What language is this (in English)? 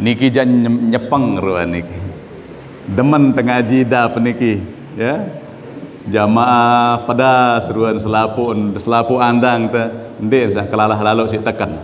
Sasak